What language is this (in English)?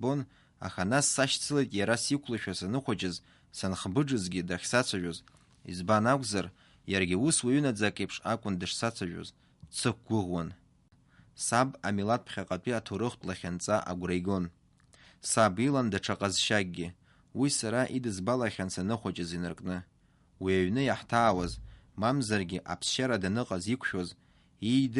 Abkhazian